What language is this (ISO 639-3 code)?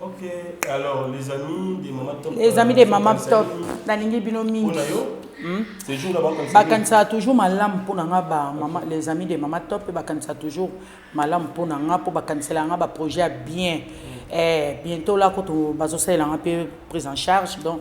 lin